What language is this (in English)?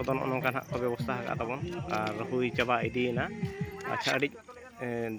Santali